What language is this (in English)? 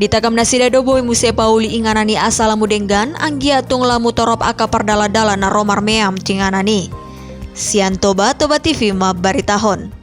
Batak Toba